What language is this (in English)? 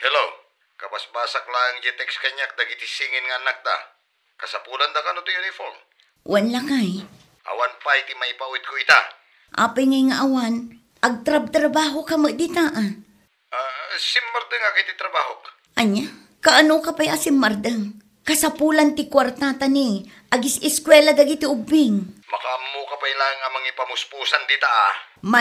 Iloko